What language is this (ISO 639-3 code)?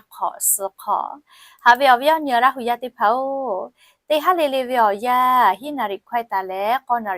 lhu